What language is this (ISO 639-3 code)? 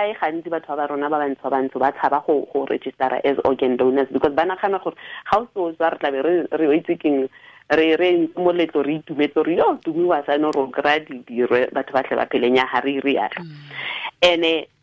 tsn